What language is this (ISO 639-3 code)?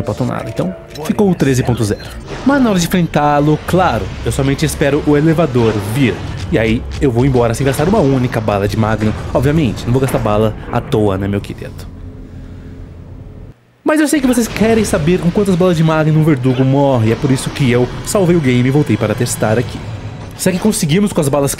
por